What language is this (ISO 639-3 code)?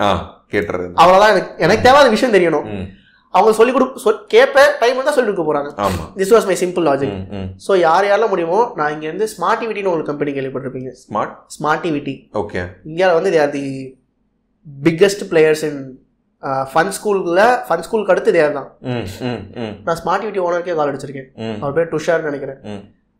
tam